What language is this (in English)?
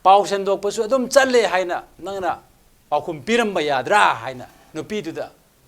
Manipuri